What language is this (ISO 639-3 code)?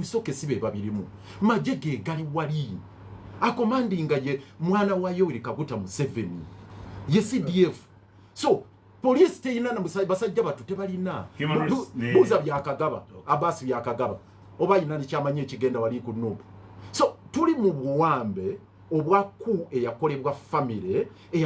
lug